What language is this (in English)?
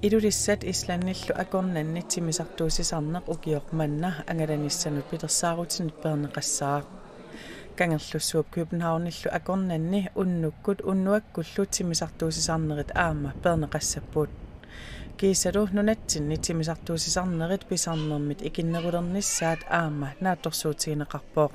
Kalaallisut